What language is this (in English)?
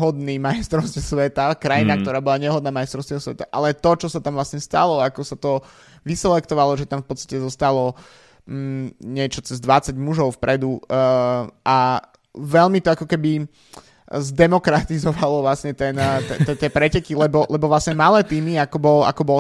Slovak